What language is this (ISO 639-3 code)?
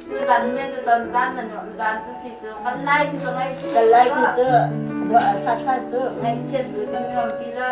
cnh